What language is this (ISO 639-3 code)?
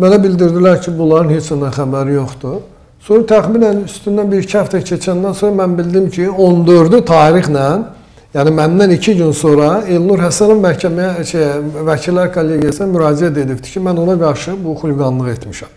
aze